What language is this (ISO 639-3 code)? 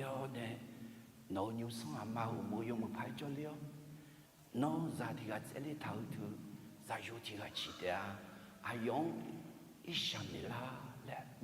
ahk